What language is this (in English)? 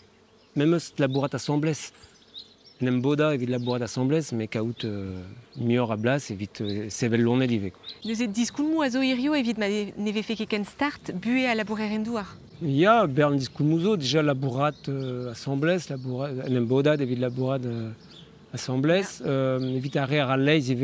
Breton